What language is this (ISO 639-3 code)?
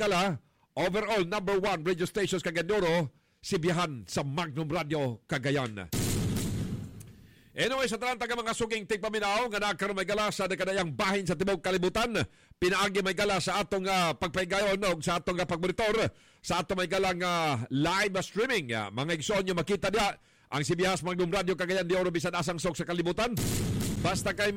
ceb